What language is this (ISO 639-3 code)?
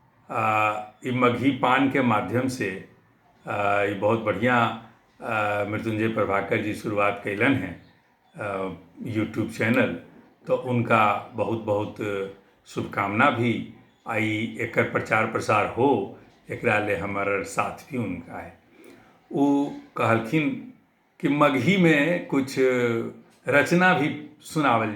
mag